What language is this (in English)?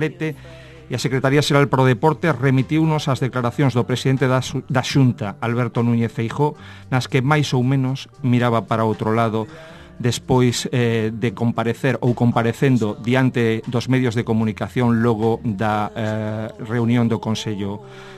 Galician